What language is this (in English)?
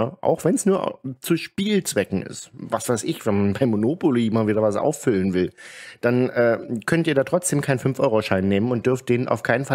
German